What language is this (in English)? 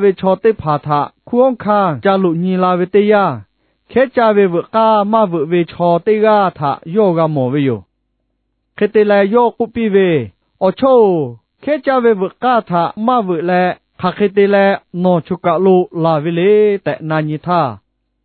Lahu